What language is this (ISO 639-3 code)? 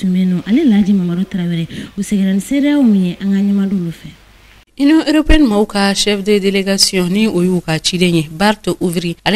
bam